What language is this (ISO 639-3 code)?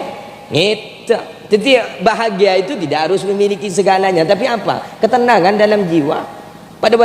mad